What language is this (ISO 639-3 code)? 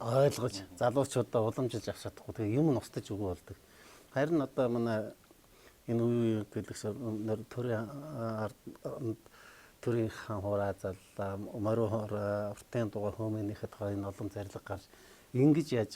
mon